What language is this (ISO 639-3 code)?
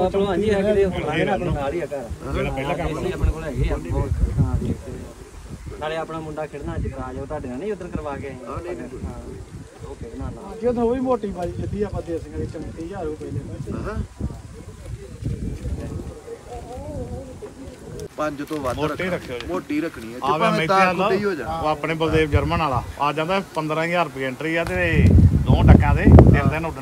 pan